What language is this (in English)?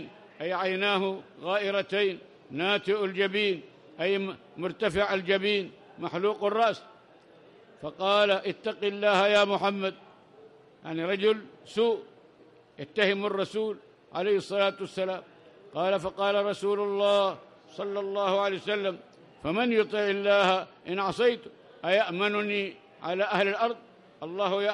Arabic